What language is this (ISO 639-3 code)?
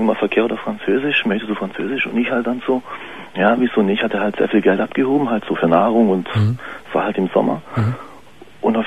deu